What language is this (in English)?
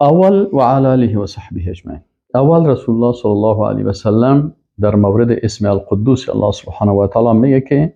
Persian